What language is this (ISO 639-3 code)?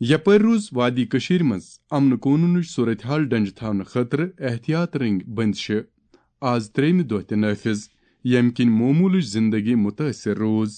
kas